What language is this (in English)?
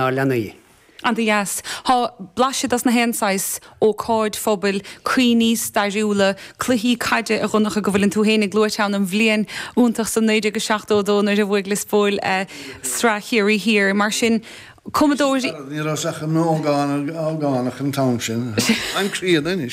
Irish